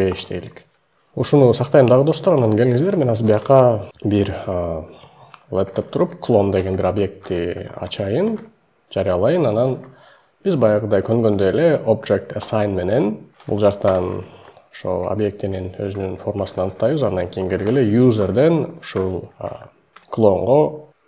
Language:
Kyrgyz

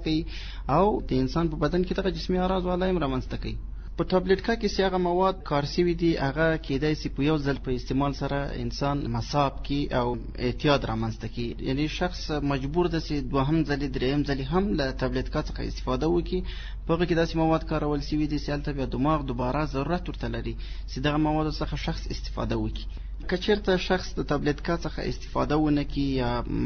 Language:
Pashto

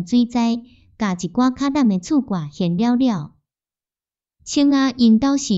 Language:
Min Nan Chinese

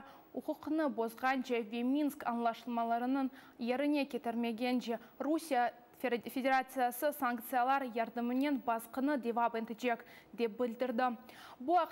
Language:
Crimean Tatar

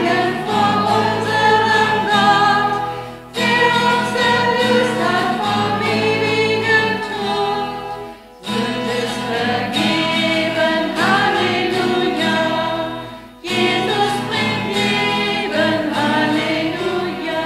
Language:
German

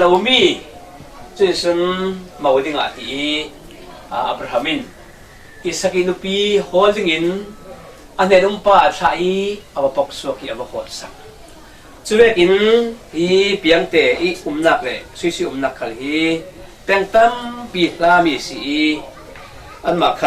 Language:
Falam Chin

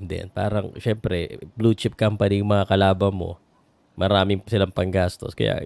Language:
Filipino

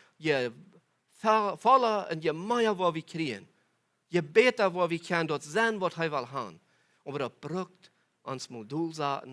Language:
Plautdietsch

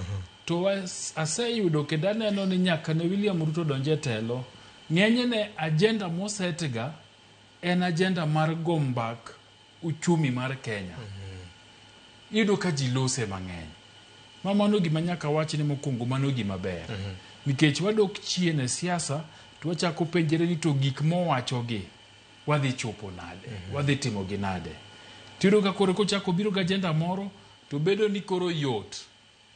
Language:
Luo (Kenya and Tanzania)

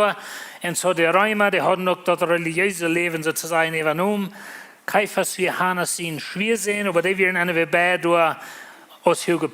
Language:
Plautdietsch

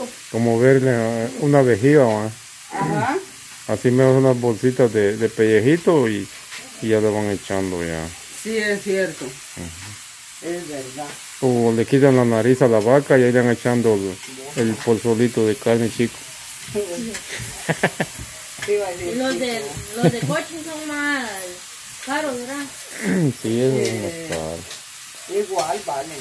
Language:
Spanish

